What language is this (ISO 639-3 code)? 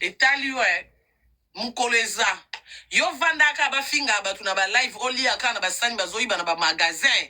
lin